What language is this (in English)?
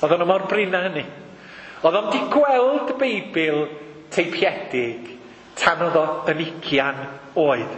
Welsh